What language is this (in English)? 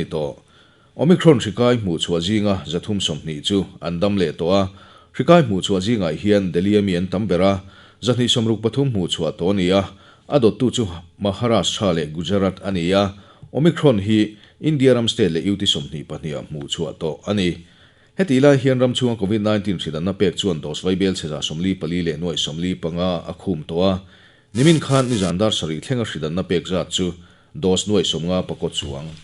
Mizo